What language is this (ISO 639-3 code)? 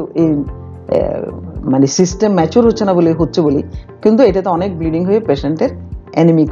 ben